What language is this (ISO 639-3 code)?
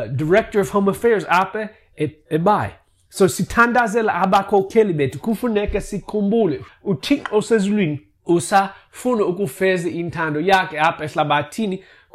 xho